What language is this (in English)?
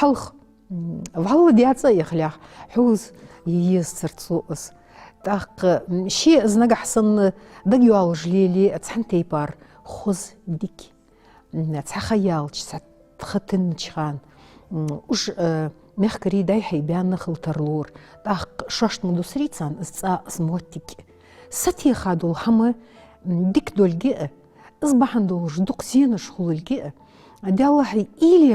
Ingush